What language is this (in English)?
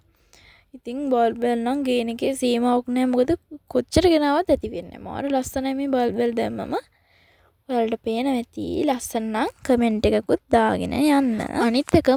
Sinhala